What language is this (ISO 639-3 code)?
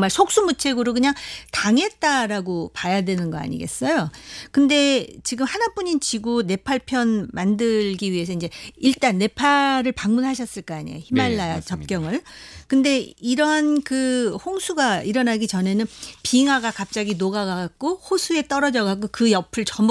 kor